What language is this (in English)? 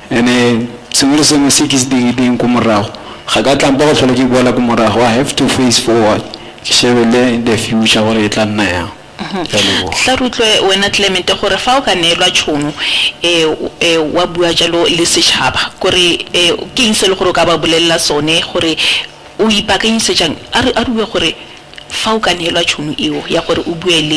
Tswana